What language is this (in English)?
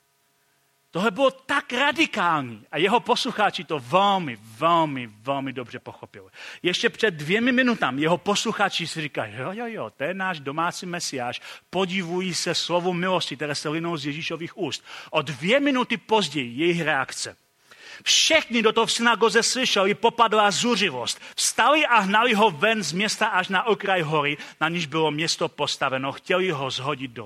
Czech